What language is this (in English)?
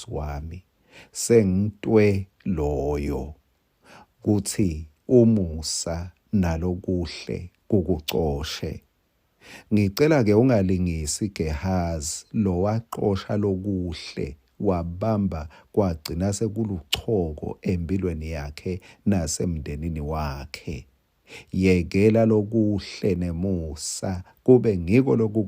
Swati